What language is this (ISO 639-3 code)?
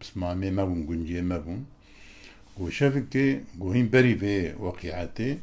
kur